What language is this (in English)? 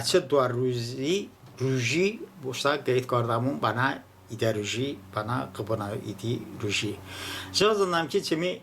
Talysh